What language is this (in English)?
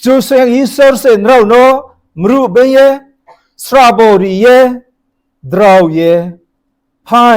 Riang (India)